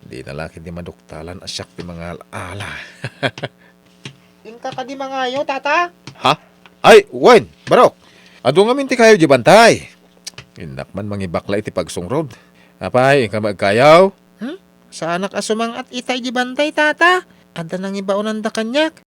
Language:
Iloko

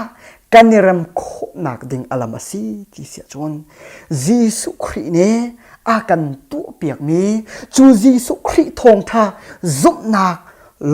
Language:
Hakha Chin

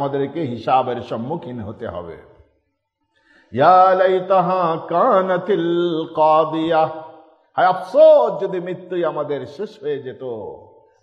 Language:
Bangla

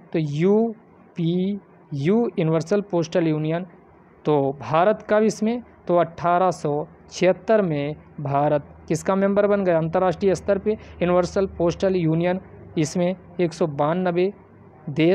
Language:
Hindi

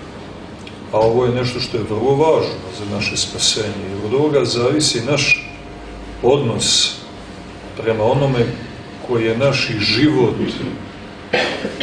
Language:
Serbian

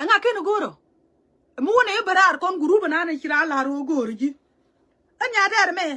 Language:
Nuer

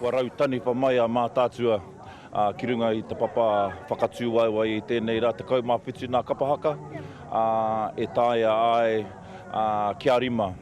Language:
Māori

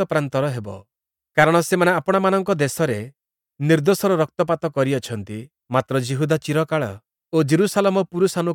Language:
Odia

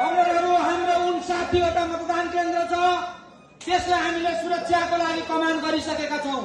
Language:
Nepali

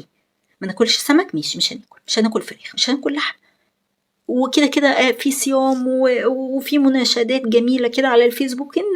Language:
Egyptian Arabic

